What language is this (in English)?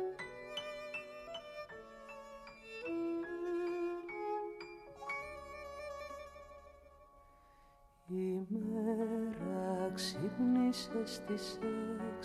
Greek